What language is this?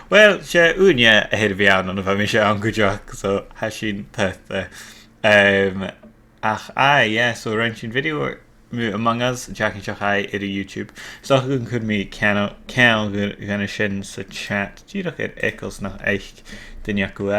Scottish Gaelic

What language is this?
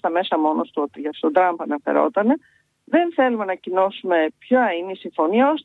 Greek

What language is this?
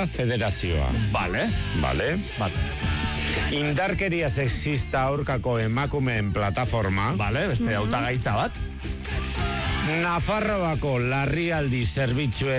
Basque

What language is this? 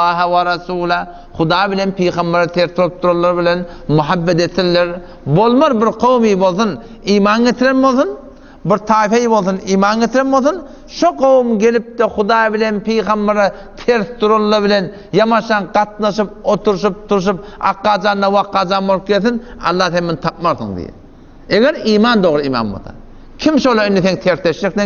Turkmen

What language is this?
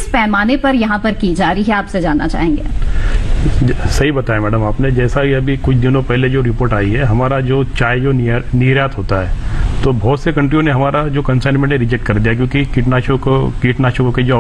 Hindi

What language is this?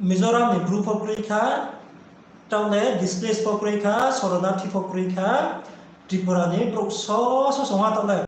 Riang (India)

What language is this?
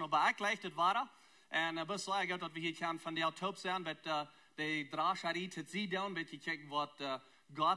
Plautdietsch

